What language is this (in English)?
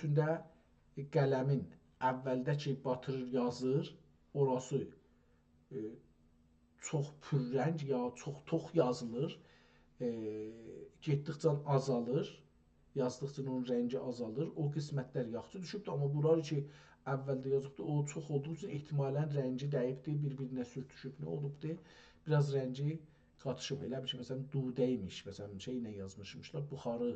South Azerbaijani